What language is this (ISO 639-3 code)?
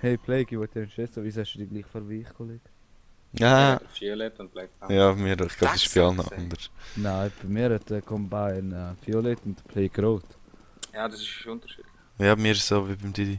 gsw